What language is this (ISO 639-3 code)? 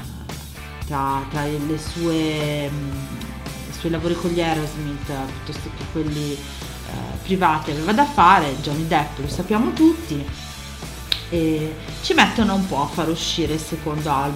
ita